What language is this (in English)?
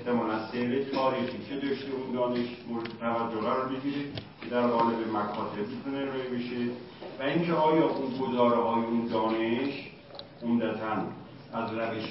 Persian